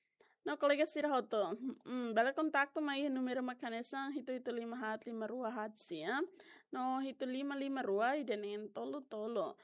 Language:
Tetum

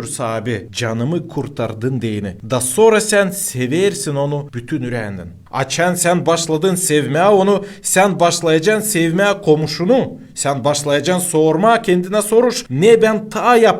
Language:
Gagauz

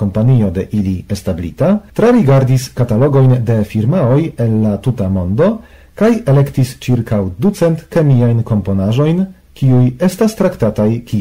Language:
Esperanto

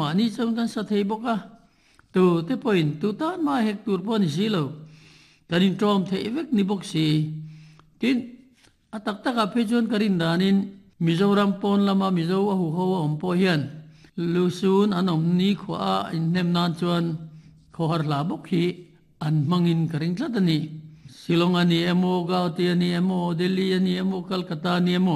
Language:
Mizo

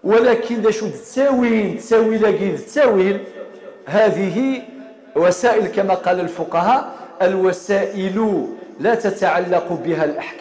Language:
Kabyle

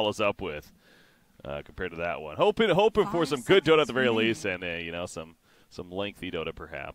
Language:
English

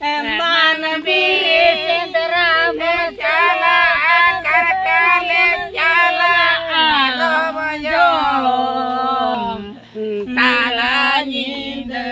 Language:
Santali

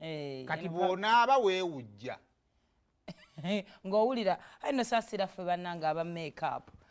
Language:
Ganda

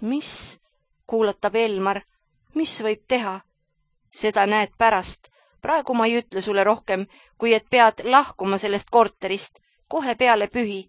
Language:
Estonian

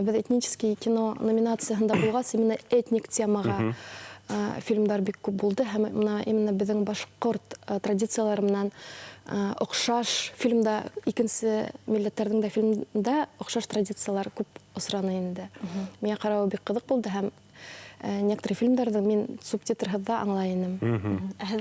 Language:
Bashkir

